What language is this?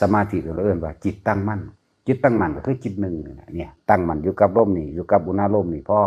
Northeastern Thai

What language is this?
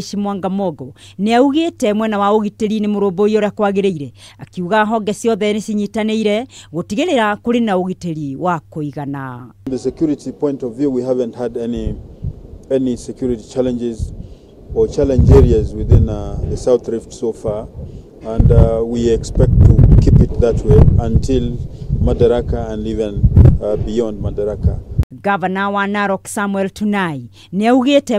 Kikuyu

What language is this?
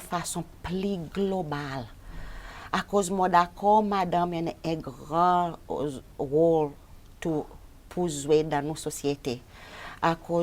Seselwa Creole French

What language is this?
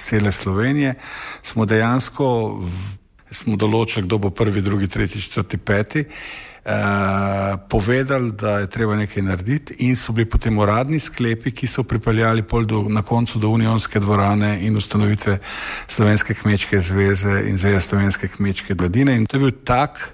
Slovenian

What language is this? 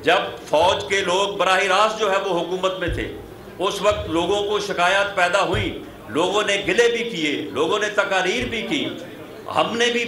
Urdu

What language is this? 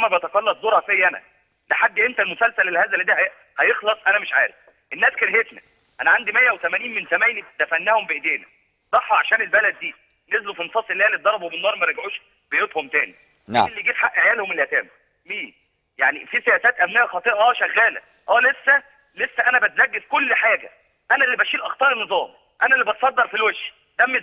Egyptian Arabic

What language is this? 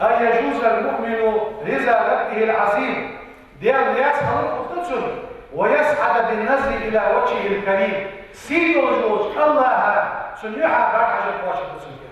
Ingush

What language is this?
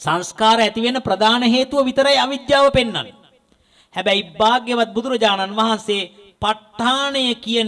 Sinhala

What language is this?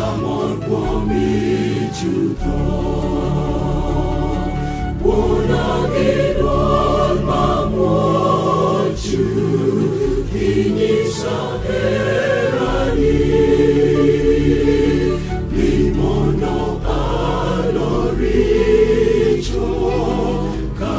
Luo (Kenya and Tanzania)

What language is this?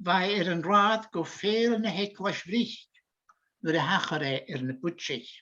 Scottish Gaelic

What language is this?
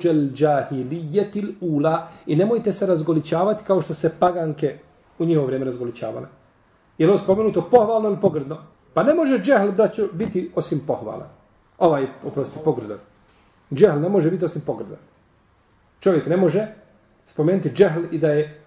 Bosnian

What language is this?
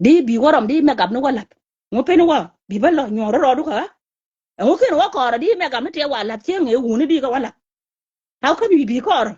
Nuer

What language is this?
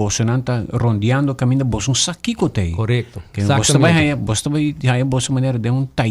Papiamento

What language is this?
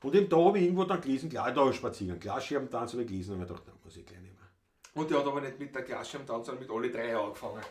Bavarian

